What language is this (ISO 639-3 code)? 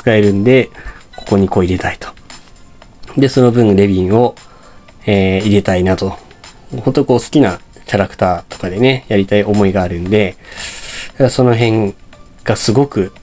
jpn